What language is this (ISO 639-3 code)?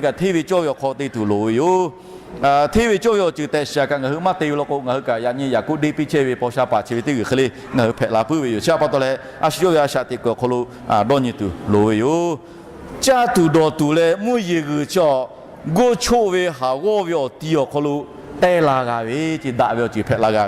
lhu